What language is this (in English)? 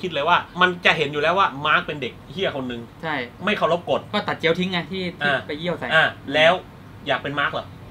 Thai